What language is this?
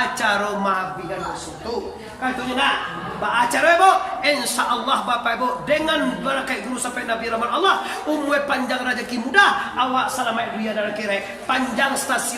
Minangkabau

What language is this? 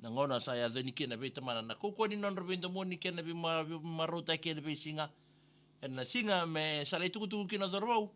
Fijian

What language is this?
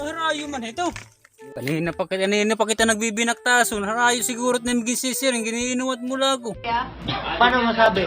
Waray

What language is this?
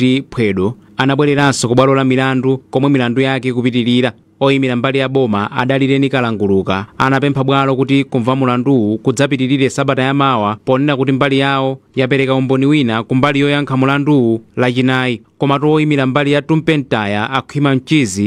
Nyanja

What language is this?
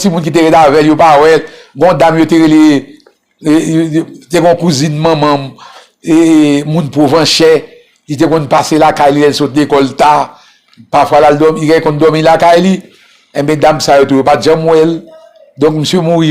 Haitian Creole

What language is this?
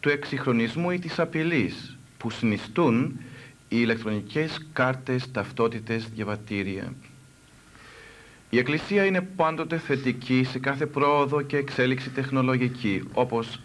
Greek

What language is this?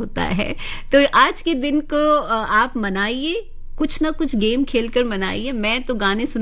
Hindi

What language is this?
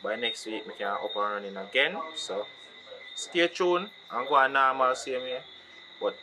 Jamaican Creole English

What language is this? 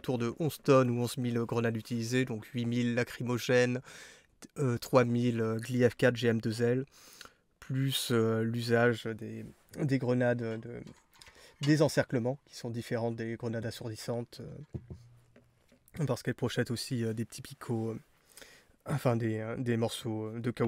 French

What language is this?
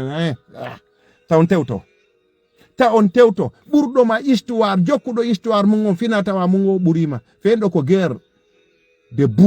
Fula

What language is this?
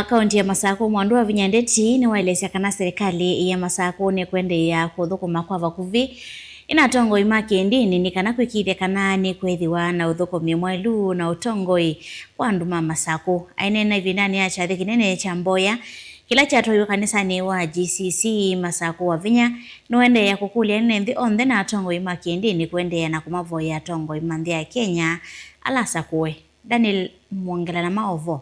Kamba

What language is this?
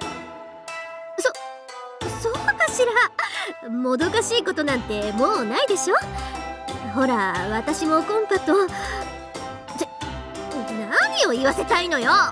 Japanese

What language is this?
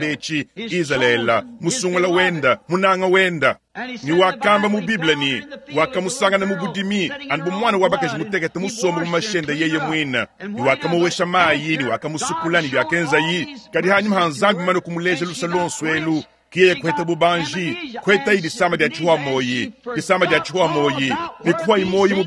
Luba-Lulua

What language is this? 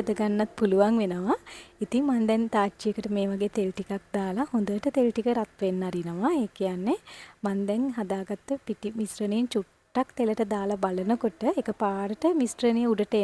Sinhala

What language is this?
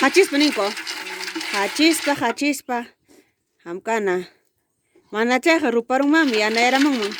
Ayacucho Quechua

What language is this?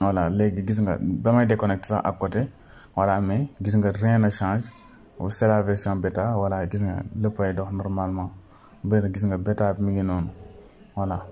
Wolof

